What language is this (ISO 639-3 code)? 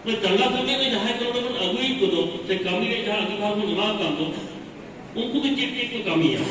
sat